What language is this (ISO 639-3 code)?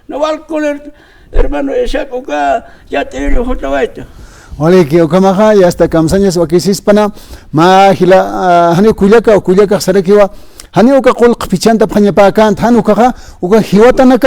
aym